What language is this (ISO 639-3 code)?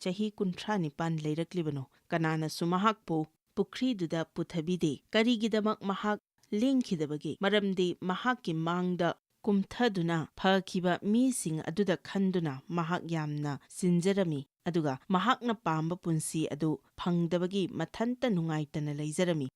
mni